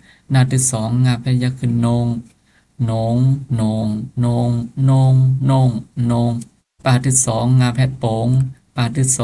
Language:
Shan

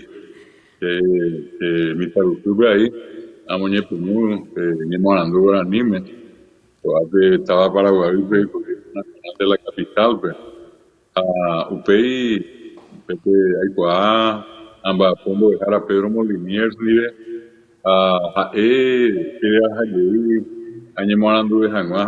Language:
Guarani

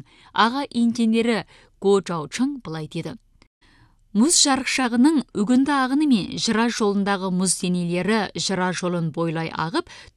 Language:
Kazakh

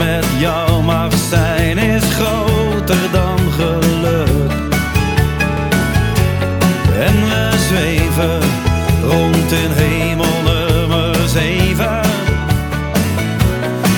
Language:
Dutch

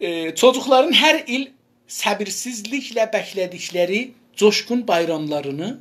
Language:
South Azerbaijani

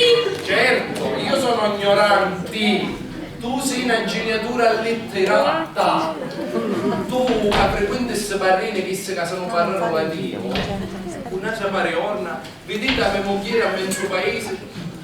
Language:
Sicilian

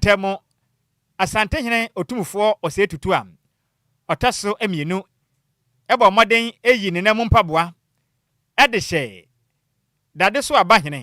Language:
Akan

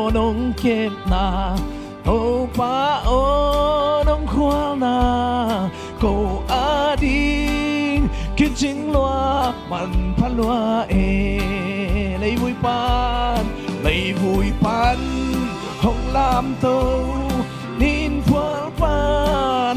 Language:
Tedim Chin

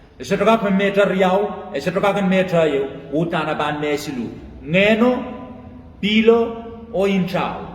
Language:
Pohnpeian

